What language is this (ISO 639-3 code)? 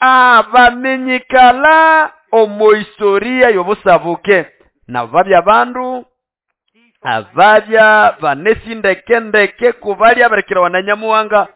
nnb